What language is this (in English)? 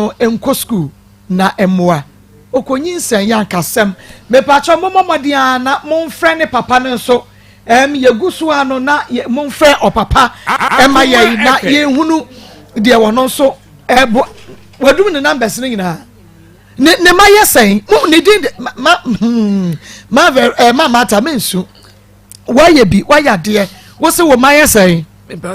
Akan